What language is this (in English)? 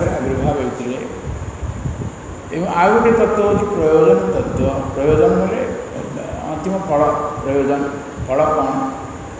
Odia